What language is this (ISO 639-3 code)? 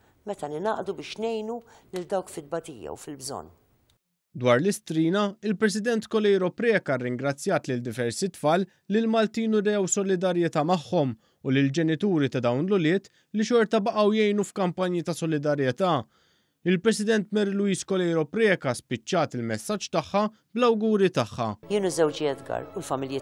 mlt